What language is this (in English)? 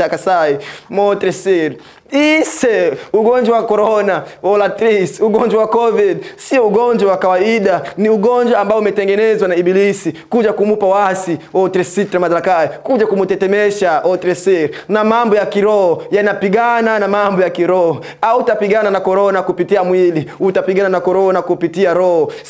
Swahili